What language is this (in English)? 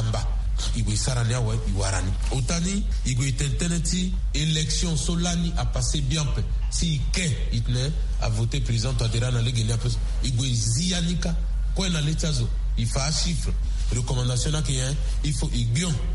Sango